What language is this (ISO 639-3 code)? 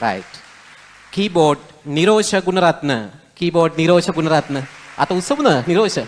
sin